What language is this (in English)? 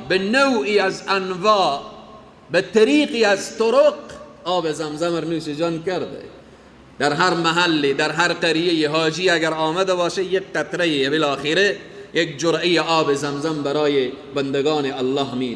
Persian